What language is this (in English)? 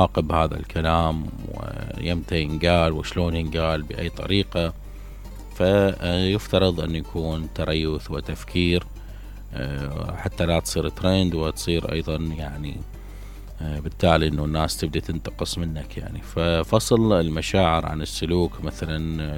Mesopotamian Arabic